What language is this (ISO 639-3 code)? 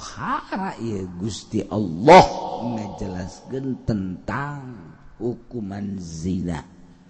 sun